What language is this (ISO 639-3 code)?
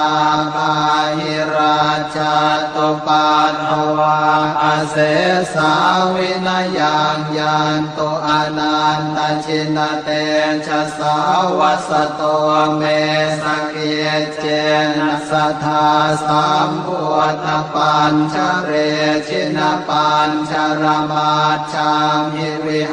pli